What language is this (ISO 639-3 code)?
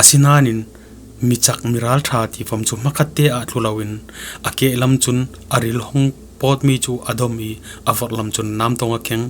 cfm